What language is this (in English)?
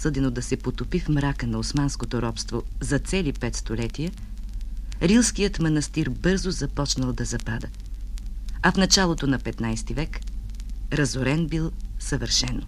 Bulgarian